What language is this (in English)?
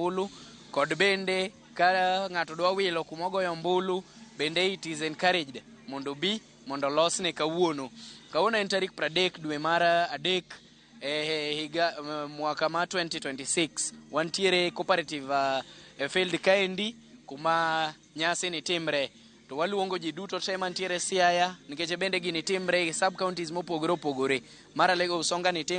Luo (Kenya and Tanzania)